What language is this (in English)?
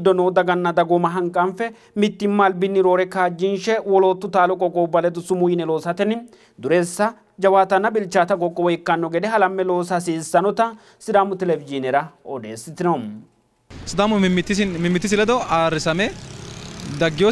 Sidamo